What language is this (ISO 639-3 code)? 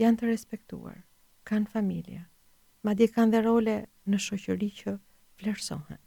sqi